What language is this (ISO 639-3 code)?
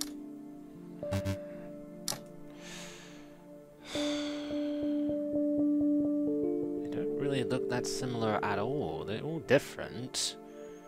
eng